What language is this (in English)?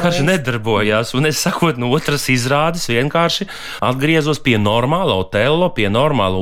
Latvian